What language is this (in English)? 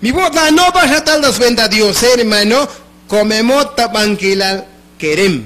Tzotzil